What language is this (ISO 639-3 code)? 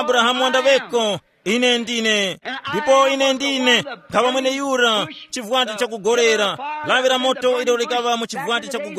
tum